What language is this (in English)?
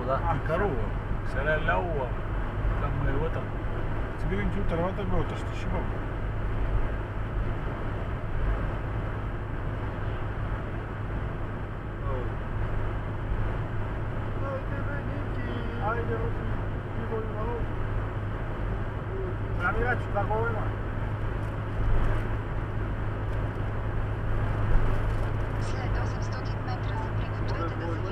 Bulgarian